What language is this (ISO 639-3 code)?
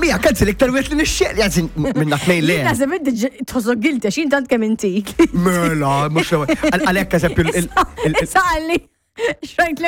mlt